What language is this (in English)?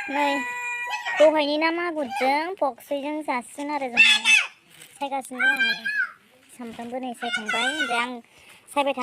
Bodo